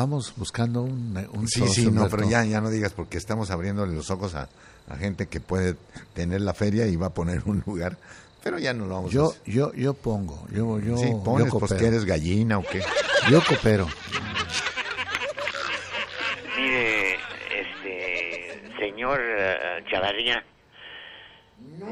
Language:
Spanish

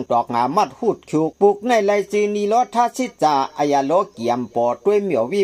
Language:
Shan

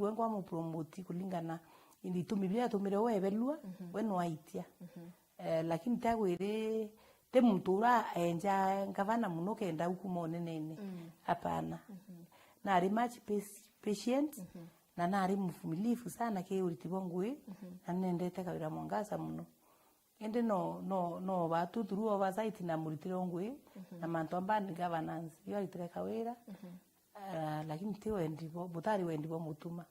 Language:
Meru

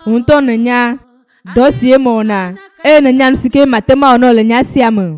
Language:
Ewe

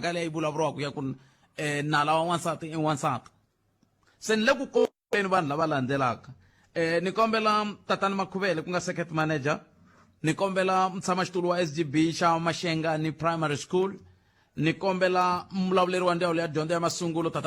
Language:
Tsonga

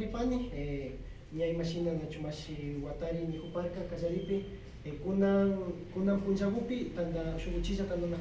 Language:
Imbabura Highland Quichua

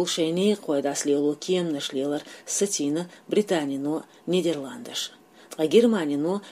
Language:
Chechen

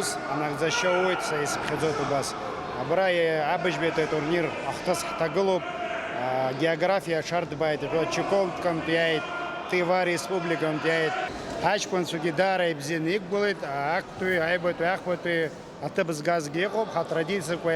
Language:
Abkhazian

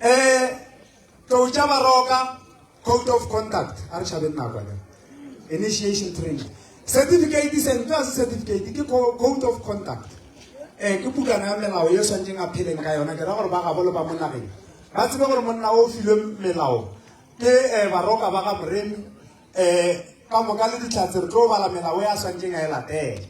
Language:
Northern Sotho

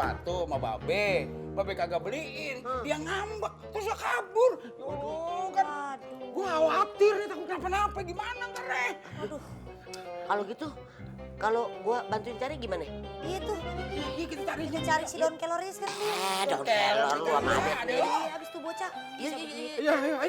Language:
Betawi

